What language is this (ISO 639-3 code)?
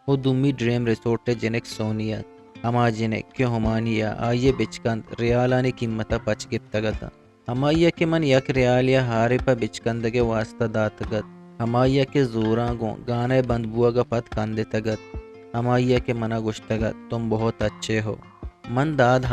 bgp